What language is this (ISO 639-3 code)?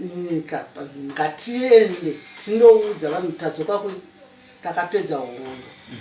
sna